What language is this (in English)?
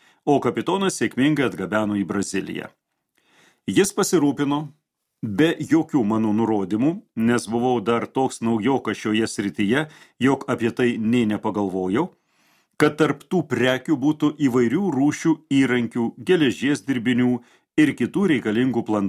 Lithuanian